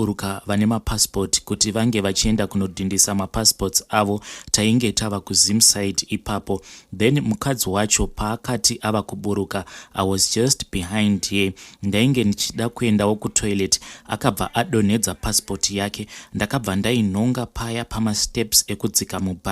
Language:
Shona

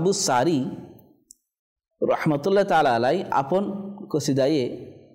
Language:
Bangla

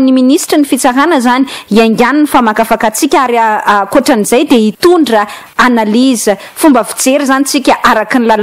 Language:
Malagasy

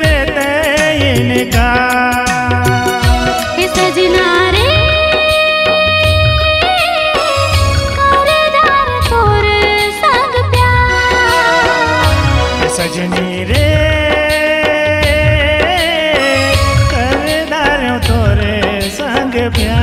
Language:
Chhattisgarhi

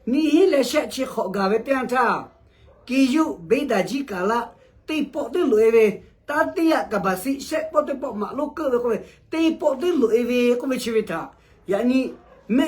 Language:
Lahu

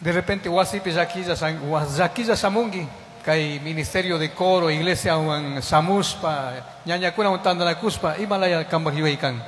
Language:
Chimborazo Highland Quichua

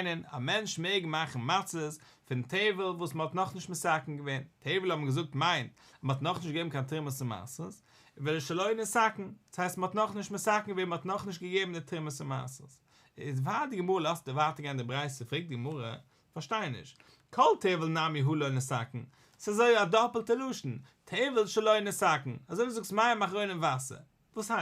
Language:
Yiddish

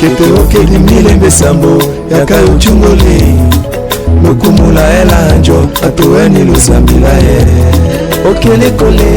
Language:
Tetela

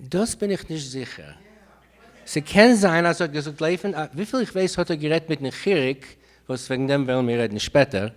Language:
Yiddish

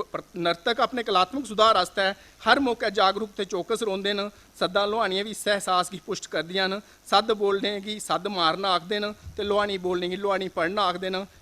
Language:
Dogri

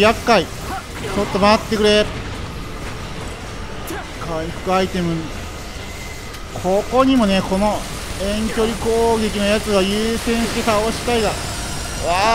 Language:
Japanese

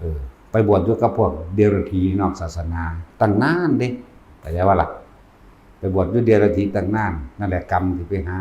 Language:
Northeastern Thai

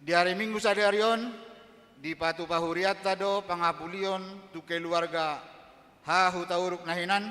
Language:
Batak Toba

